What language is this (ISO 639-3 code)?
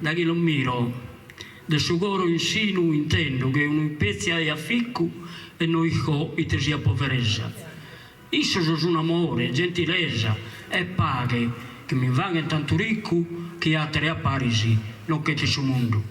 srd